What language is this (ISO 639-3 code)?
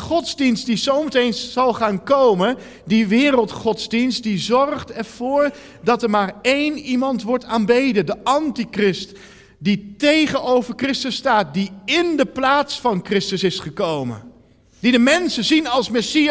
nld